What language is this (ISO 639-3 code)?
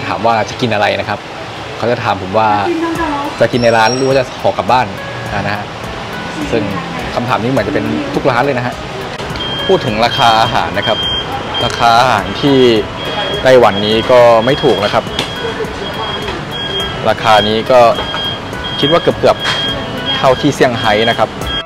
tha